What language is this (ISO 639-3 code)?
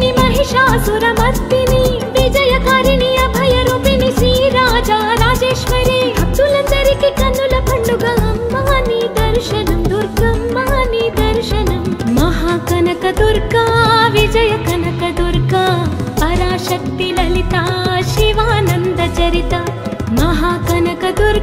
tel